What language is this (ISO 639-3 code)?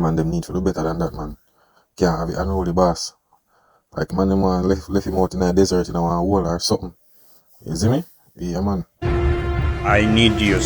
jam